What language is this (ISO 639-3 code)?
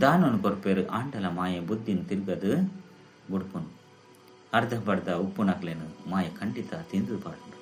tcy